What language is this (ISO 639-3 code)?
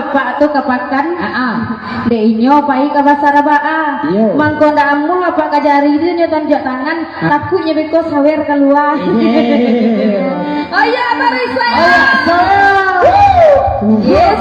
min